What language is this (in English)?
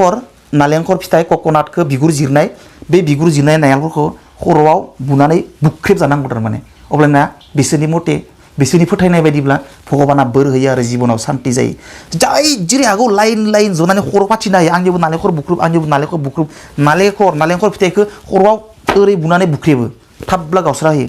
Bodo